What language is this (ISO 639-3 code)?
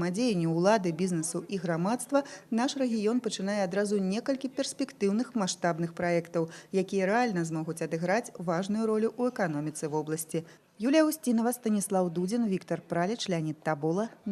bel